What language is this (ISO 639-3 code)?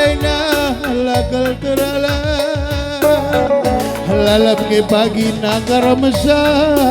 btx